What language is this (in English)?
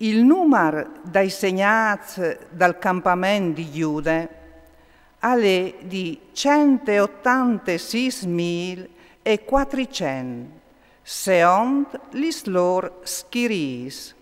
Friulian